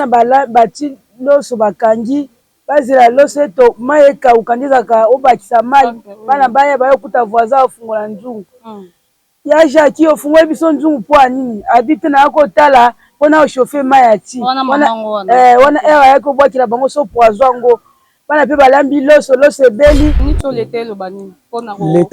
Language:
Lingala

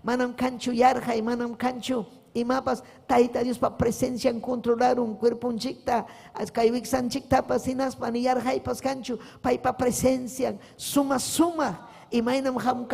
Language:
Ayacucho Quechua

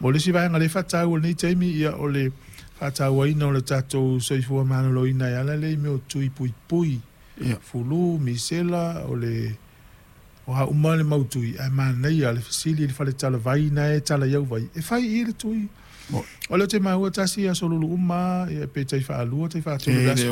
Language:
Samoan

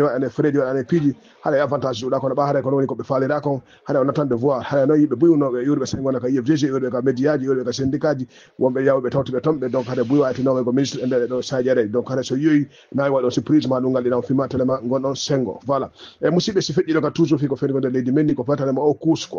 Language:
Fula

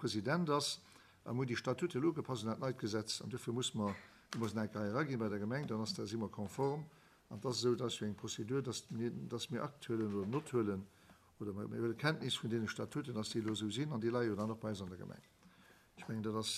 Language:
Luxembourgish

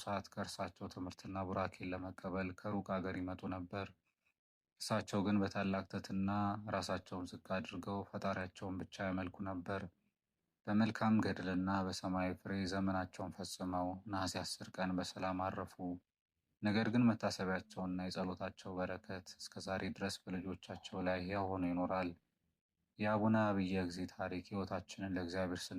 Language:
Amharic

